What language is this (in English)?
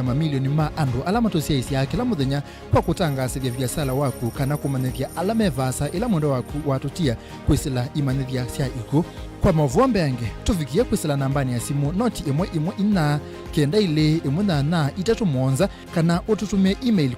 Kamba